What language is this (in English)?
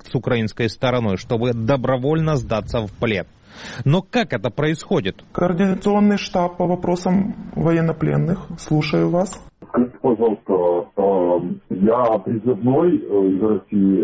Russian